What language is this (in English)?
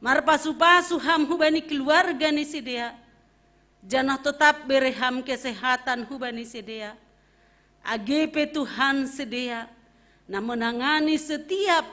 Batak Simalungun